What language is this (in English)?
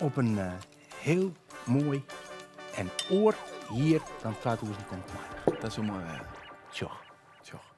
Western Frisian